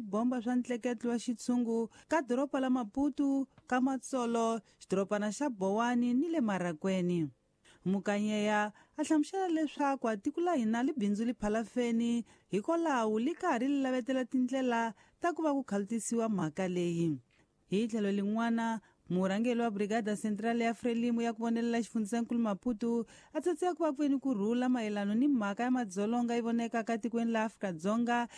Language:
Tsonga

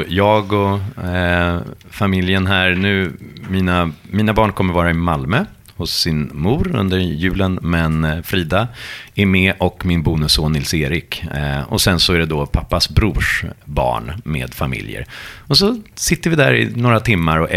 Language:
Swedish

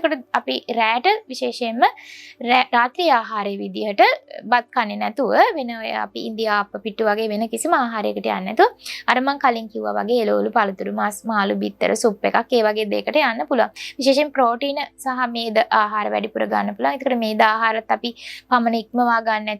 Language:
Sinhala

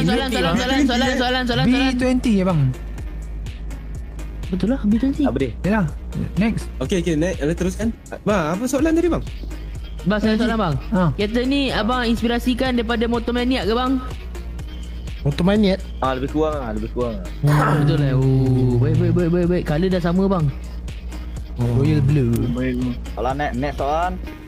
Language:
Malay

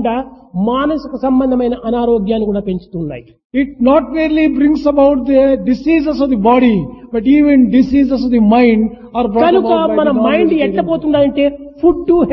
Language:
Telugu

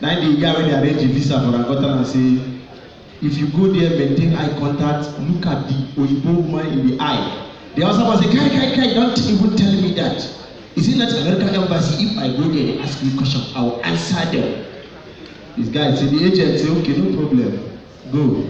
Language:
Nigerian Pidgin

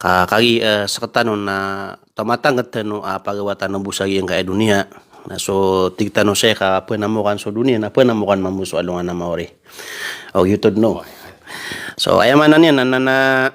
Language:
Maranao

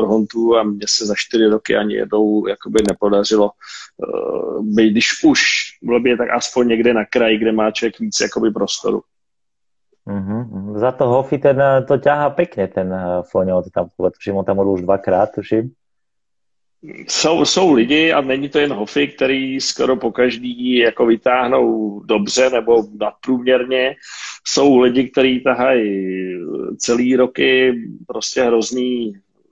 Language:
Czech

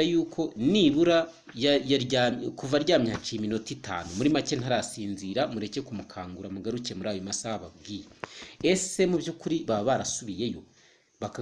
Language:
Kinyarwanda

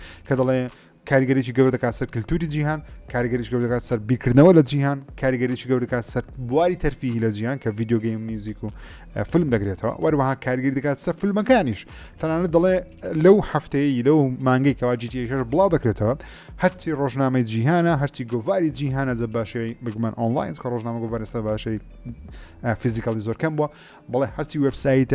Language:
Central Kurdish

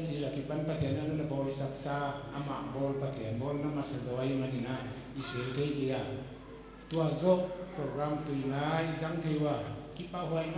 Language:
Paite Chin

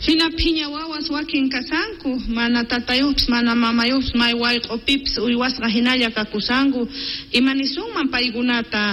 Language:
South Bolivian Quechua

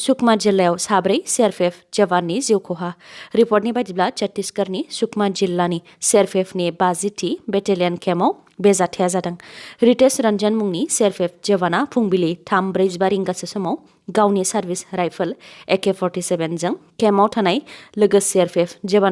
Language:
Bodo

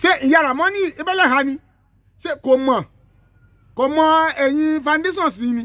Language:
Yoruba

